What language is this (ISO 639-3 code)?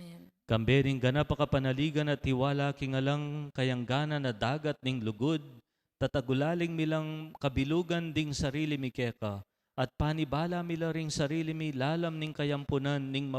pam